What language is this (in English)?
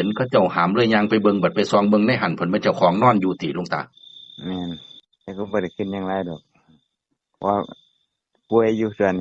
Northeastern Thai